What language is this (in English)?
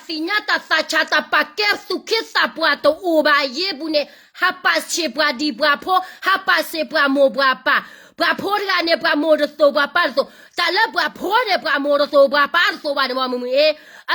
S'gaw Karen